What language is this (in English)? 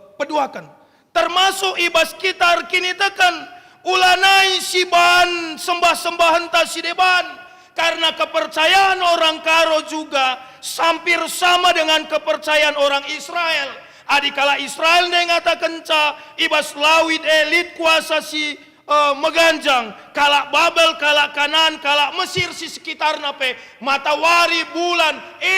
Batak Karo